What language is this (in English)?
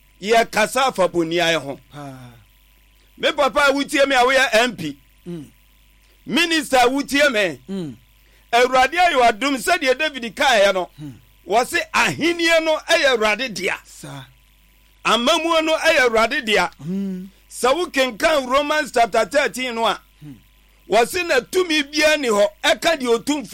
Akan